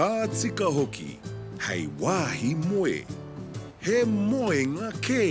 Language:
Māori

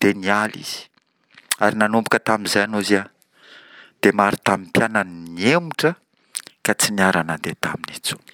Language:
Malagasy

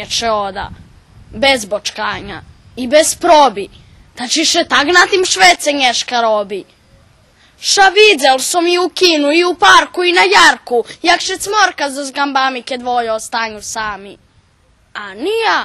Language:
Rusyn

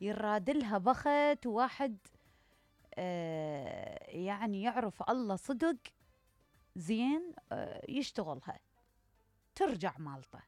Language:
Mesopotamian Arabic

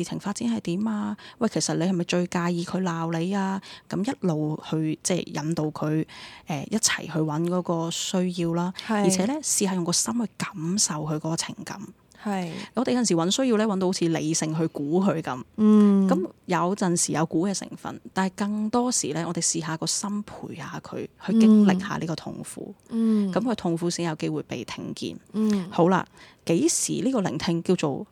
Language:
Cantonese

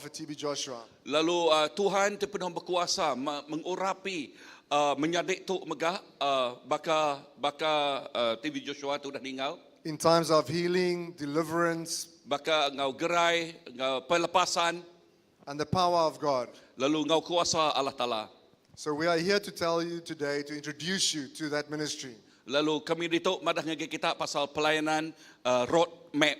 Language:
Iban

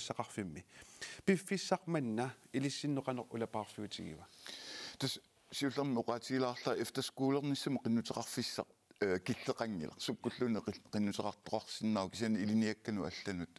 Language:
Kalaallisut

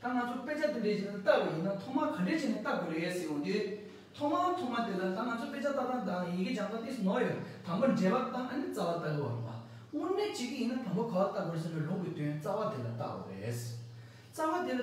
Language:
Tibetan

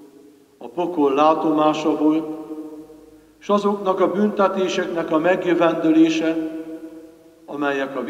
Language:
Hungarian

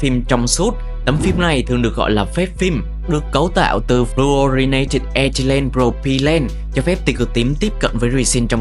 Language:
Vietnamese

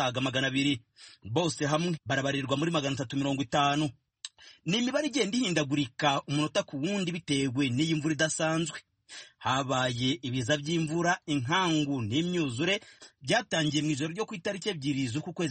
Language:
Kinyarwanda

